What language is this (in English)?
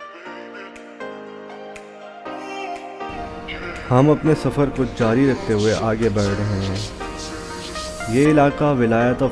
Hindi